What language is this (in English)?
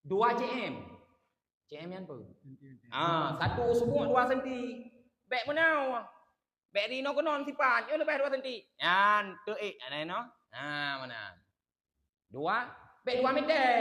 Achinese